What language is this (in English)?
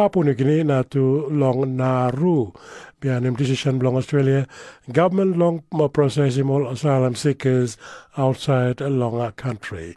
Tok Pisin